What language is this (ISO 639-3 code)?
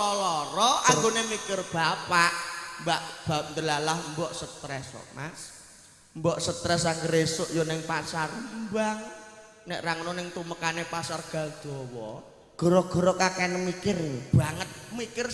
jav